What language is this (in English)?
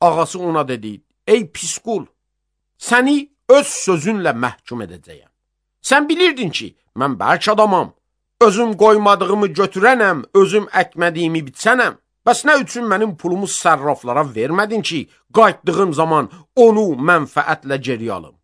Azerbaijani